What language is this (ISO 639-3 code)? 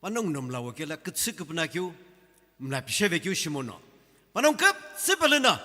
nsm